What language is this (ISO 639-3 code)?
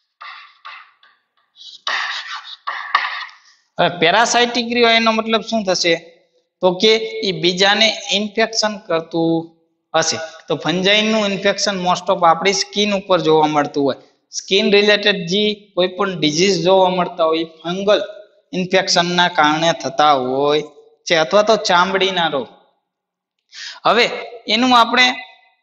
guj